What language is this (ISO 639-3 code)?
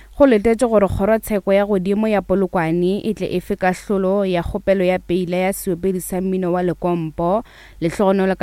nso